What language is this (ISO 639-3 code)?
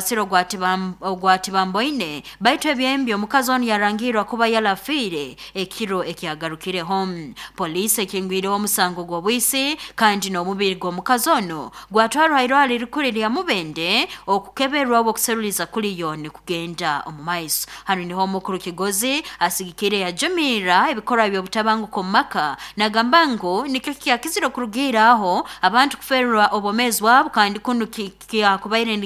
nyo